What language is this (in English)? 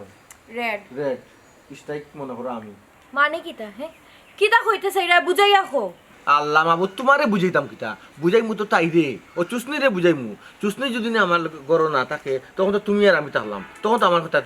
Sylheti